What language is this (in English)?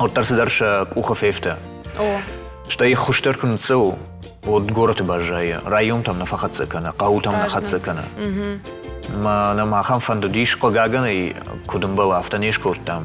Ossetic